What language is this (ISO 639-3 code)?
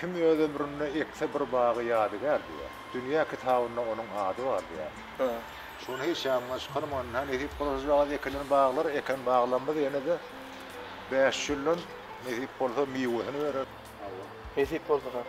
tuk